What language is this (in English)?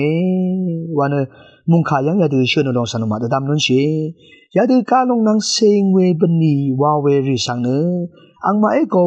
Rawang